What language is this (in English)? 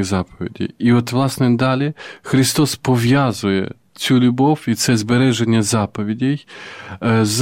Ukrainian